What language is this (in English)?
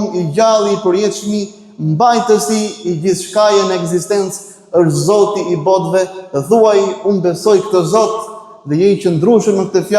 Albanian